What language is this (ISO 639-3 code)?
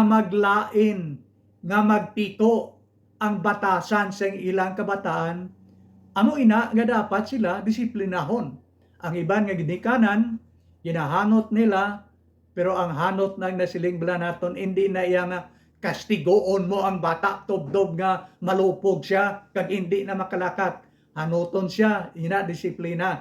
hil